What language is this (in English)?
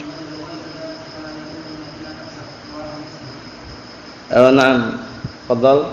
Indonesian